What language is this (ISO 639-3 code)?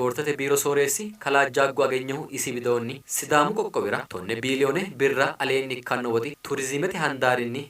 sid